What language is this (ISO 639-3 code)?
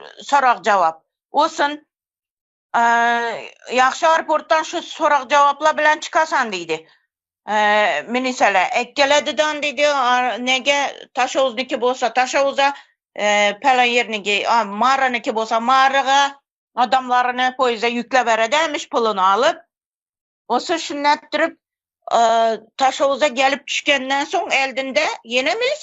tuk